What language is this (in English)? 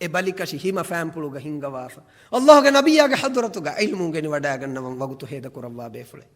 Divehi